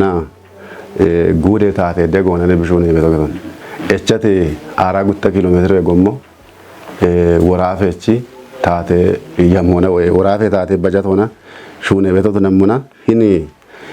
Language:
Kafa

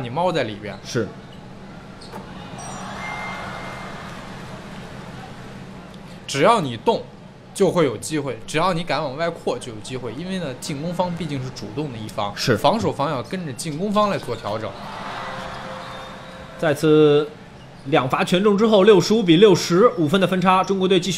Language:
Chinese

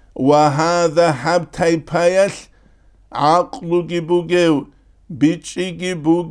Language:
Avaric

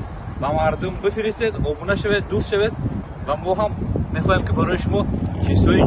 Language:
Tajik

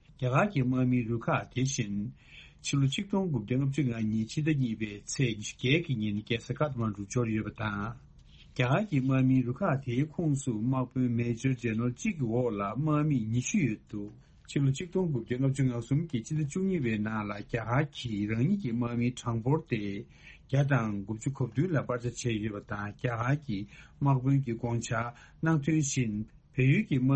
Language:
Tibetan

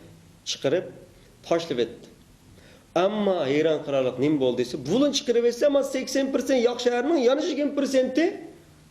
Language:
Uyghur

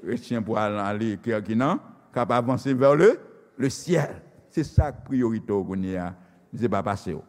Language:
Haitian Creole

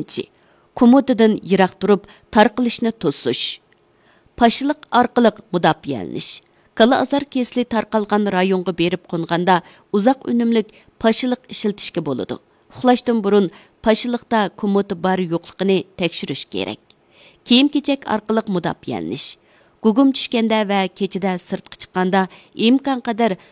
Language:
Uyghur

